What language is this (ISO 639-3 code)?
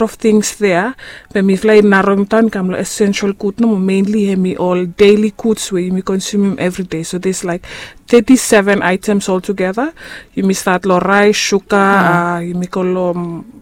bis